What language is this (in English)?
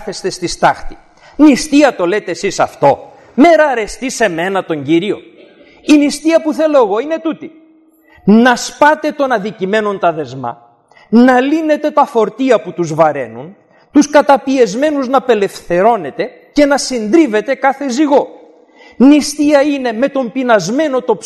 Greek